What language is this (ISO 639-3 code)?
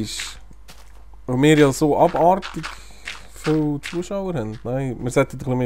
gsw